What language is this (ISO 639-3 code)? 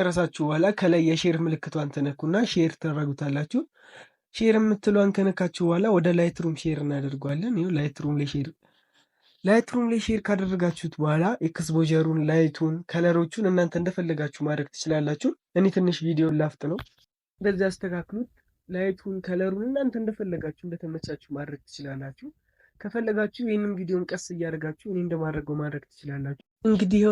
amh